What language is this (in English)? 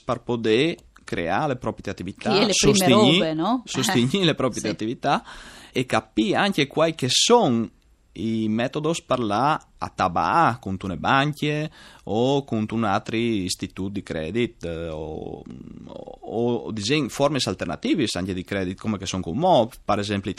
Friulian